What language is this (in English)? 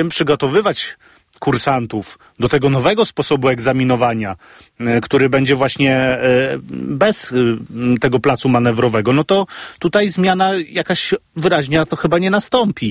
Polish